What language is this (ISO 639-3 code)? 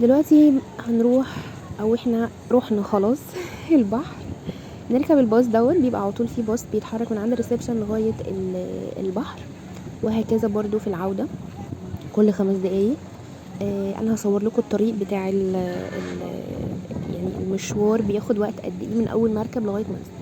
arz